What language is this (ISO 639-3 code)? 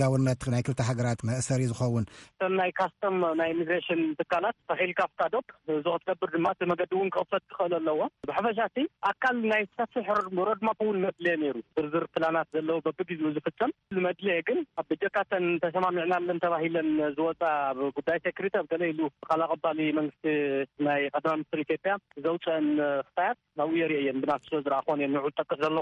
tir